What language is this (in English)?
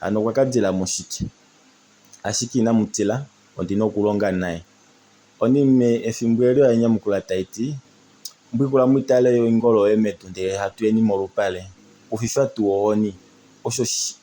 Kuanyama